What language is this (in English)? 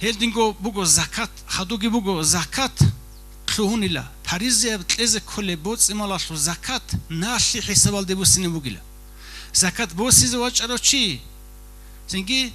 Avaric